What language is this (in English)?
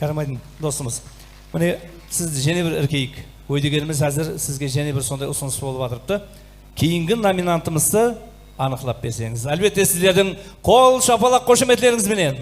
Kara-Kalpak